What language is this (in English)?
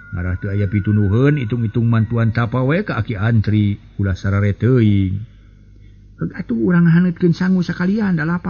Sundanese